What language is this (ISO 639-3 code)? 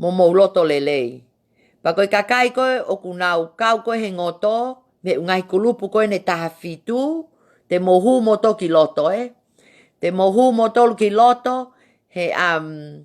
ton